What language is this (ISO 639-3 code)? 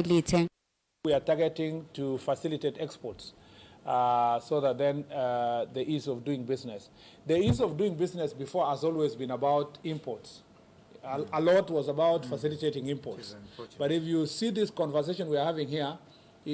kam